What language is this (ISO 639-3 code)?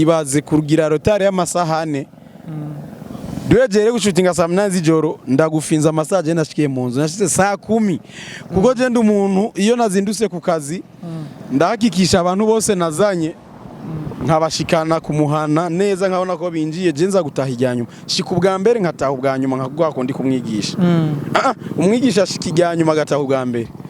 run